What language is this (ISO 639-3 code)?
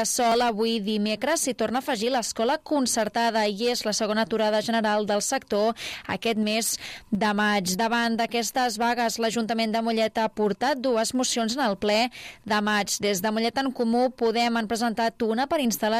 cat